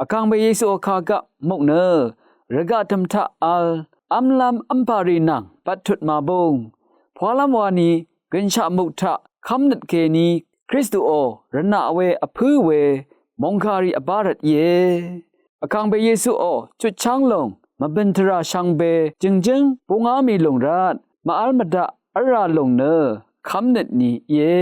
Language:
Rawang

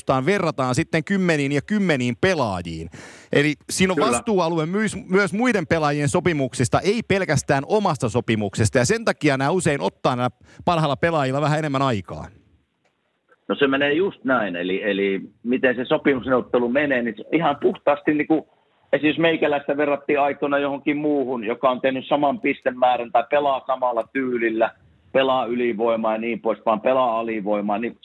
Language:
Finnish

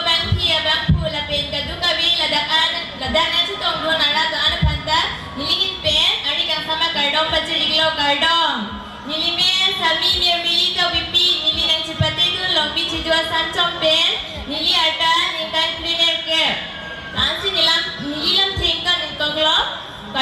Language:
Karbi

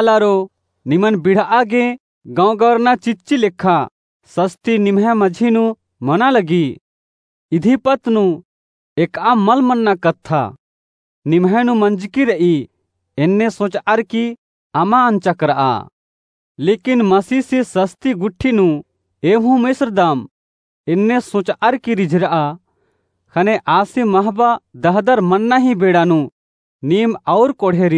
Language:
Kurukh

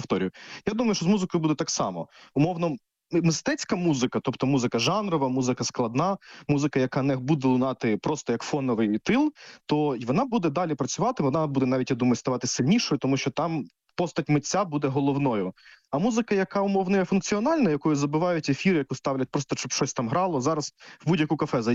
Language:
Ukrainian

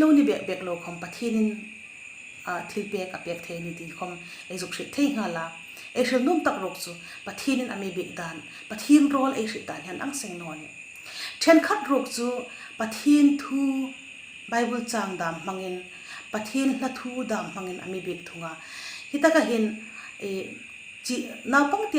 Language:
Hmar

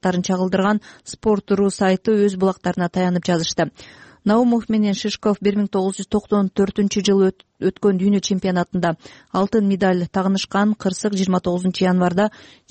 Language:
Kyrgyz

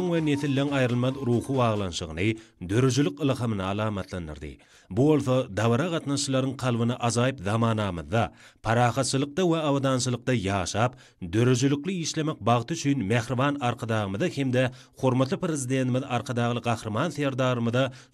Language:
Turkmen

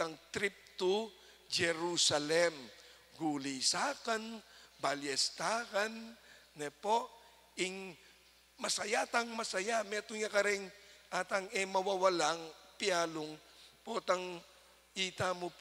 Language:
Pampanga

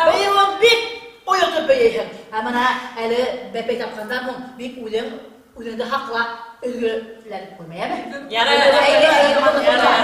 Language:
Bashkir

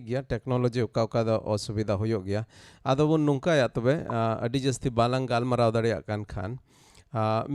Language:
Santali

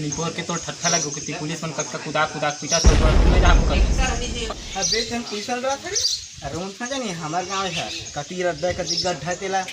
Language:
Chhattisgarhi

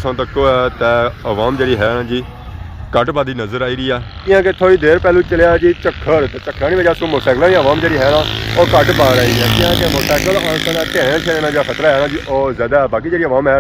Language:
Pahari-Potwari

